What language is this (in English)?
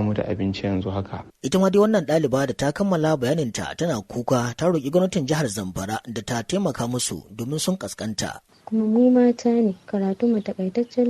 Hausa